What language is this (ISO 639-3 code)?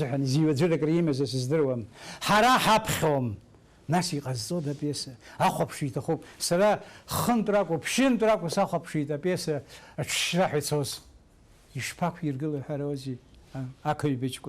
abk